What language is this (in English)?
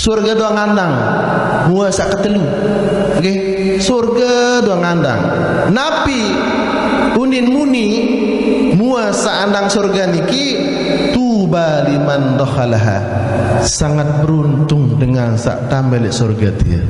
Sasak